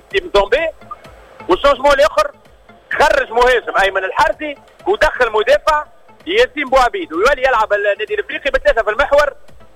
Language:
Tunisian Arabic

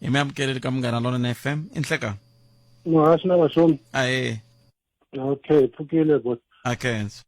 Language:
Tsonga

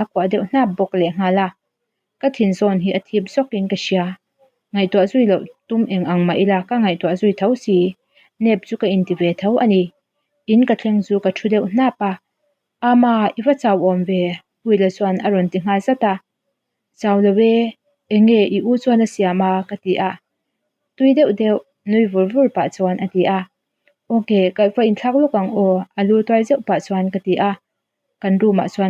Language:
Mizo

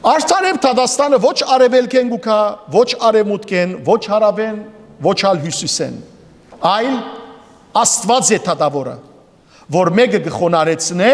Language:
Western Armenian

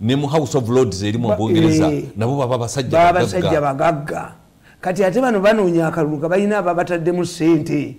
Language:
Ganda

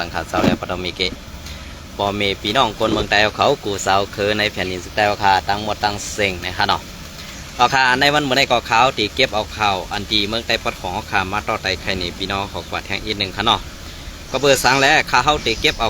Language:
Shan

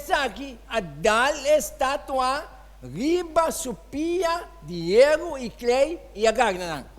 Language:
Papiamento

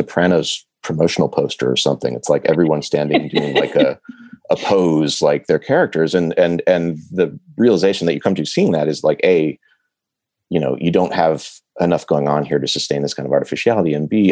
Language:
English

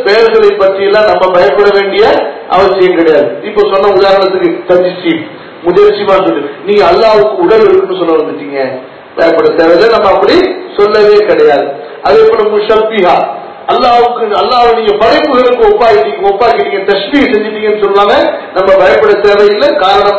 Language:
Tamil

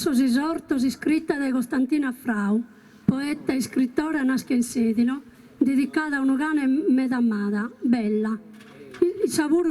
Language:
Sardinian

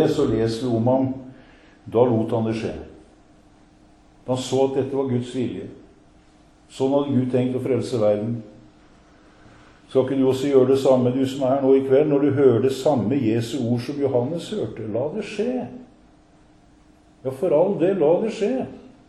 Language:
Norwegian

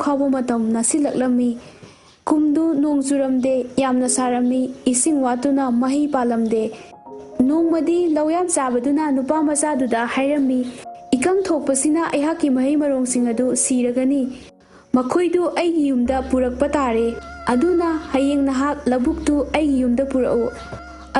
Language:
Manipuri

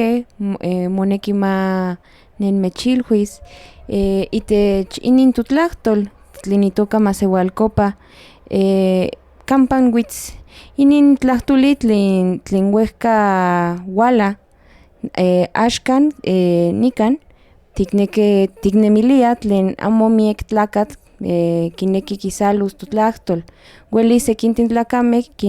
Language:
Central Nahuatl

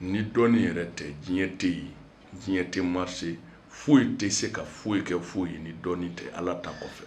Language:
Bambara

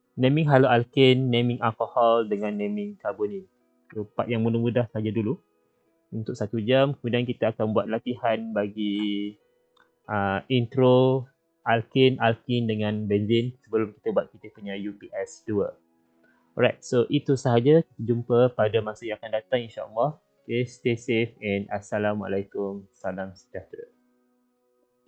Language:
Malay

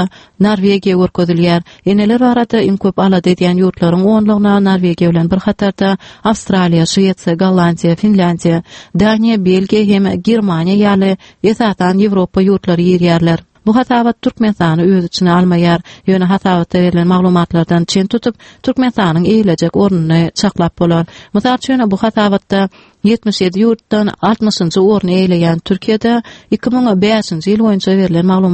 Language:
Turkmen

